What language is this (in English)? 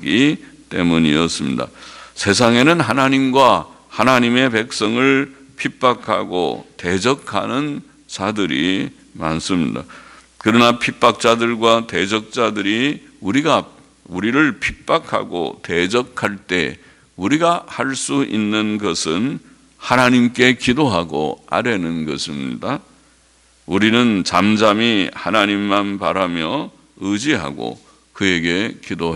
Korean